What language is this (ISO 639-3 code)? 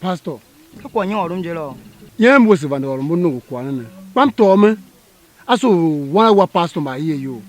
tiv